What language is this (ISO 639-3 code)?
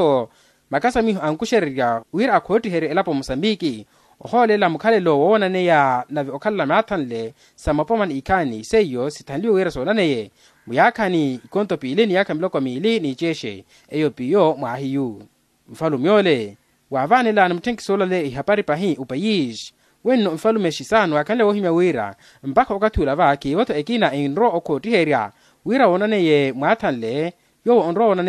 vmw